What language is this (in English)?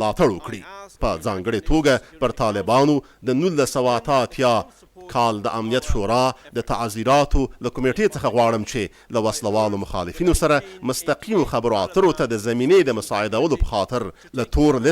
Pashto